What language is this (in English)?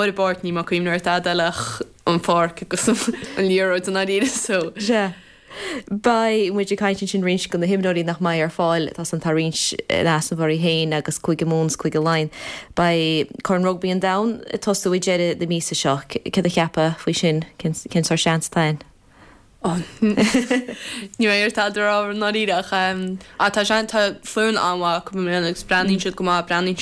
Irish